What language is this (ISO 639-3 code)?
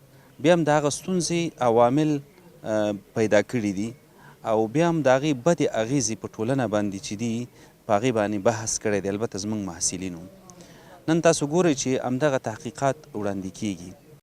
pus